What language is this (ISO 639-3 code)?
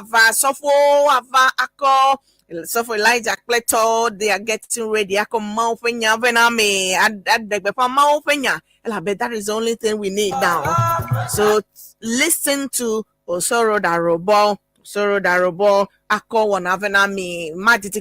ewe